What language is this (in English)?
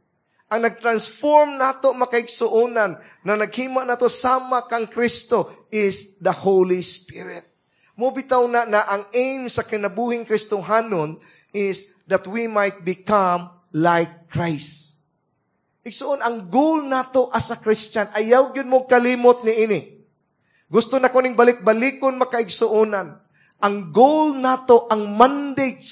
Cebuano